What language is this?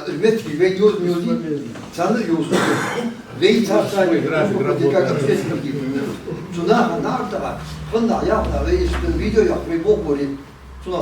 Ingush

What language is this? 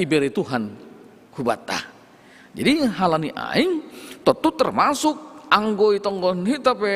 Batak Simalungun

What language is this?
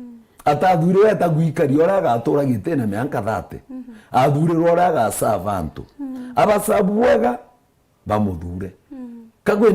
Meru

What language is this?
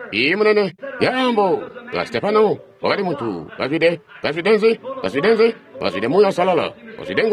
Tonga (Zambia)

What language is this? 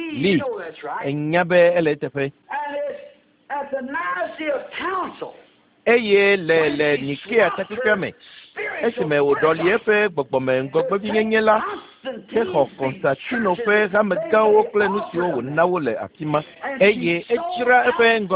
Ewe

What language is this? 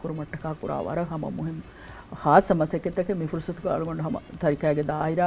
Divehi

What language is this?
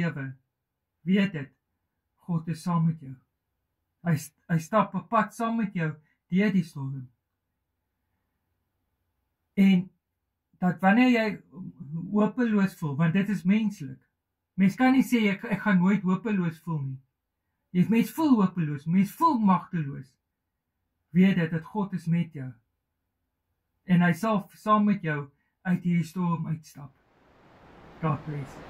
Afrikaans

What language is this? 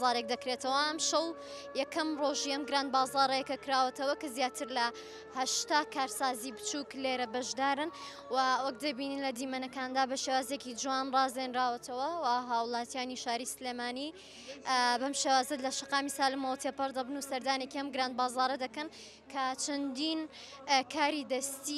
Central Kurdish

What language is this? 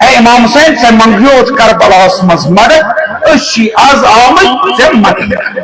Kashmiri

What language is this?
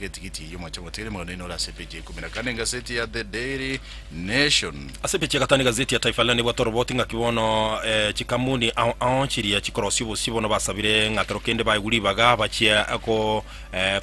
Gusii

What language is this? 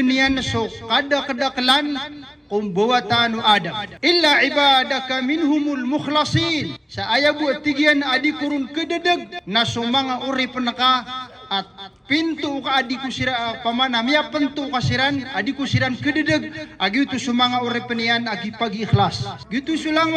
Maranao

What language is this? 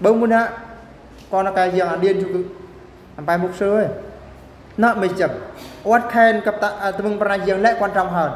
Eastern Bru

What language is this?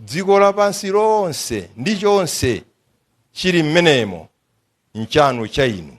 Nyanja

